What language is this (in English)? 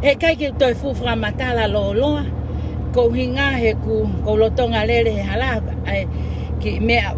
Tongan